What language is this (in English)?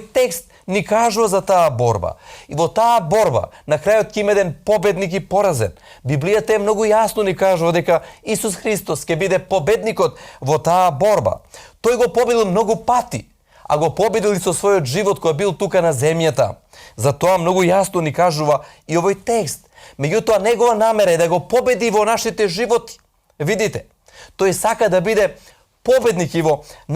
Macedonian